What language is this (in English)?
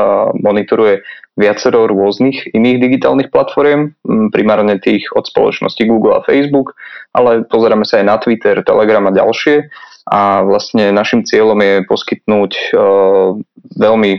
Slovak